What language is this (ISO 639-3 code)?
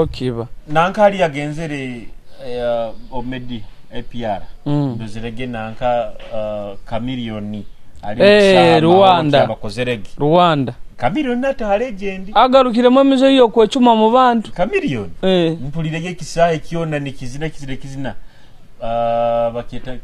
nyo